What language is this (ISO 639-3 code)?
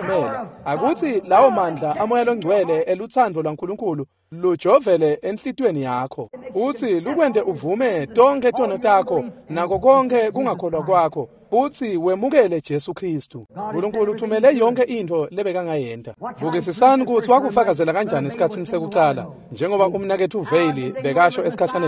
ssw